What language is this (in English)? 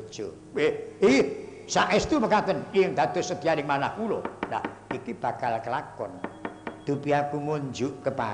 Javanese